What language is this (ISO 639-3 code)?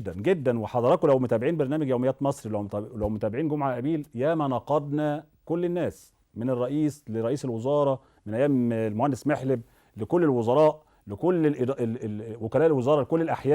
arz